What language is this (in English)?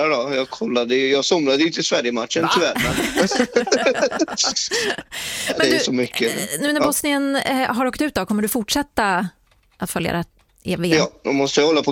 Swedish